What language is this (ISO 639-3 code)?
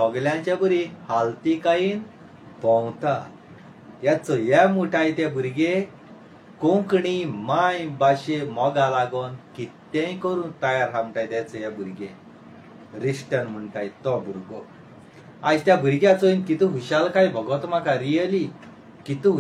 kok